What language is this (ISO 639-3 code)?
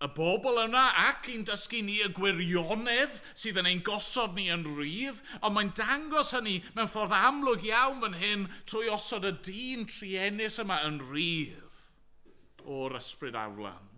cym